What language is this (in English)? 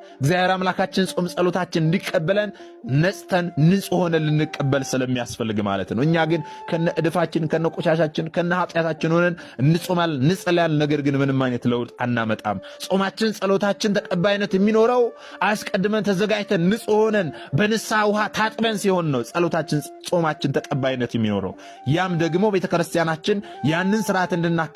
Amharic